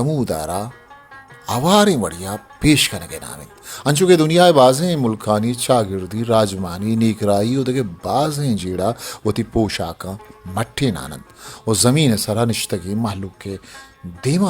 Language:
Eastern Balochi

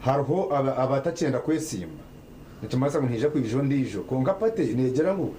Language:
Nyankole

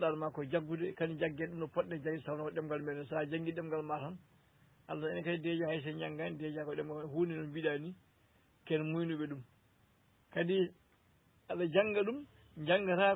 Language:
Fula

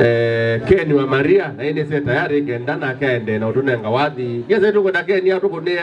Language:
Kamba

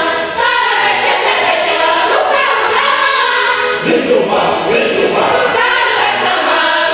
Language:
Chuvash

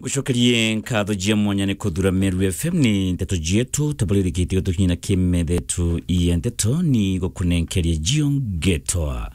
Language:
Meru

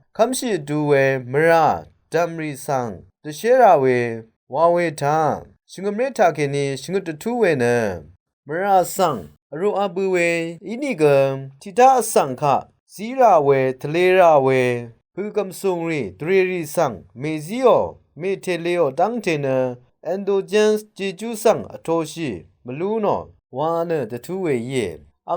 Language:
Rawang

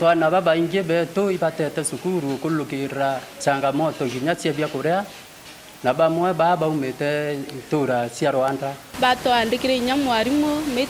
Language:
Meru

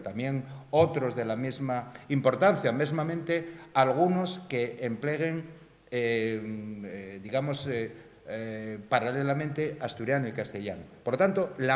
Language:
Asturian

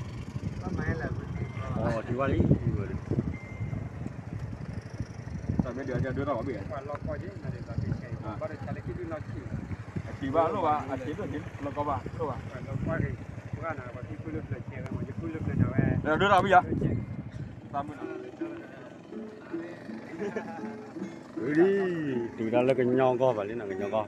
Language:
S'gaw Karen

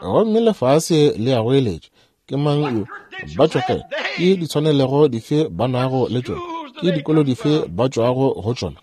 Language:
Northern Sotho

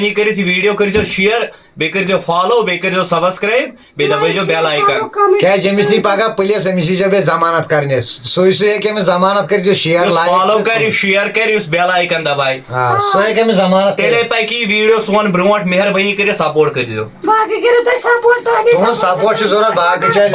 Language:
Kashmiri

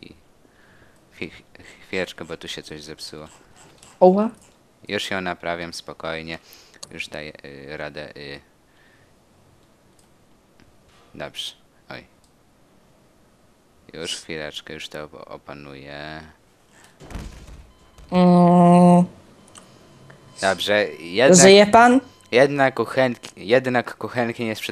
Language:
Polish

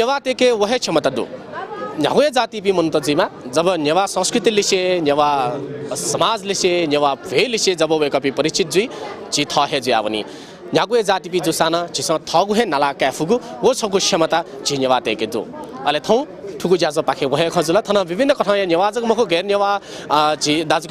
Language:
Newari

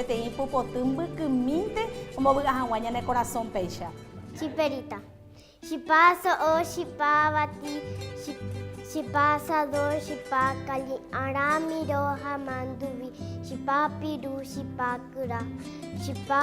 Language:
Guarani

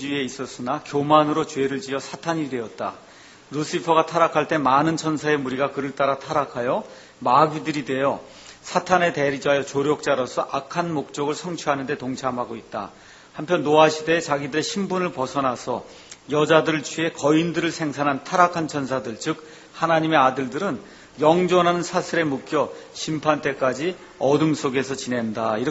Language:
Korean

